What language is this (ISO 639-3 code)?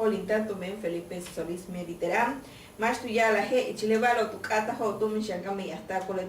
yua